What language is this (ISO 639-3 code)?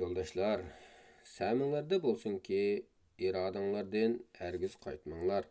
uig